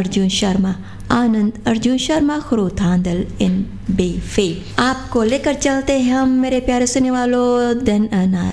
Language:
Hindi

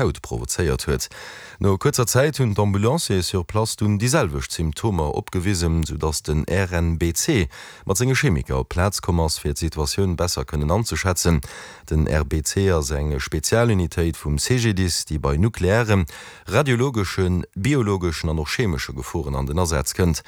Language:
Luxembourgish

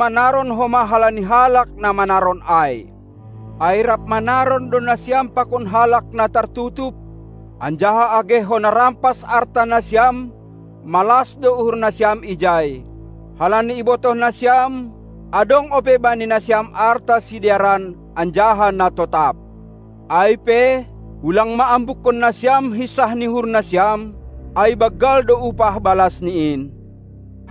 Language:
Batak Simalungun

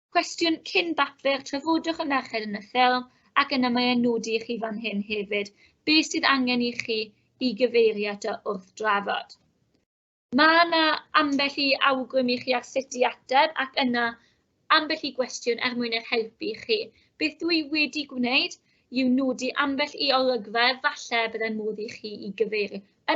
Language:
Welsh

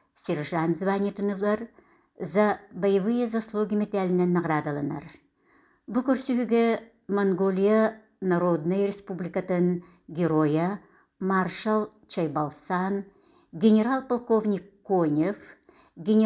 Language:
Yakut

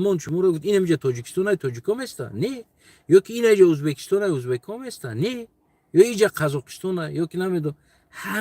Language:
Tajik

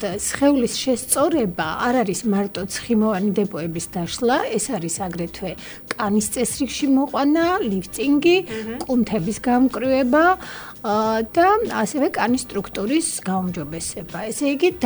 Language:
Georgian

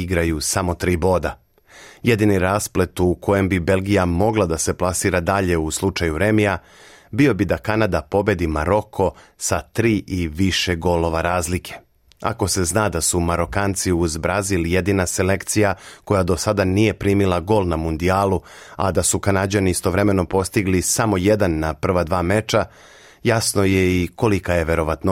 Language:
Serbian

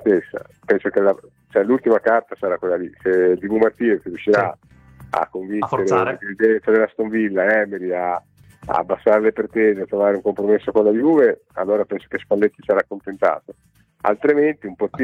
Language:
Italian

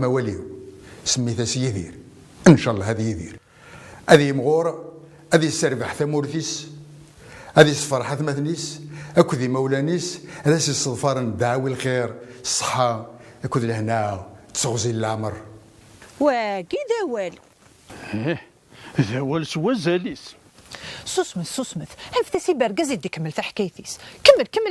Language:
Kabyle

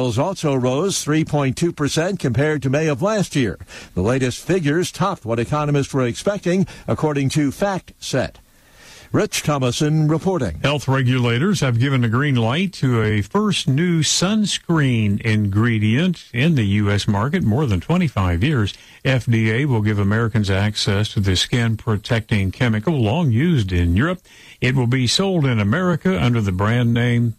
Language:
English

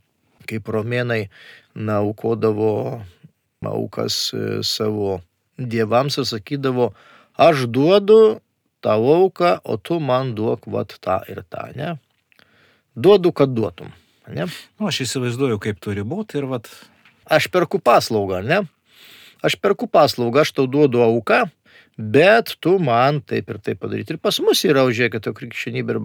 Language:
Lithuanian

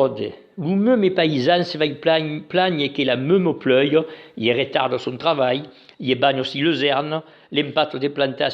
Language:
Occitan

